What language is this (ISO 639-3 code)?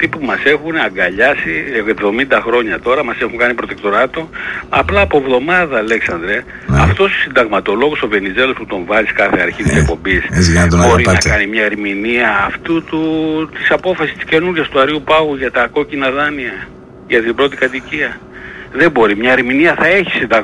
ell